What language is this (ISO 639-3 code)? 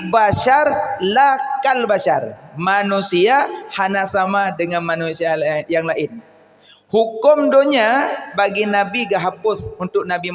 ace